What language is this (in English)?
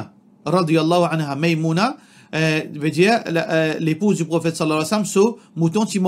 Morisyen